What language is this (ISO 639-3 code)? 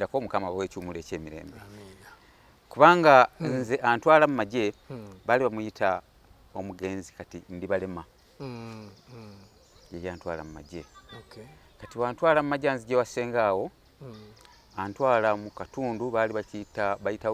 lug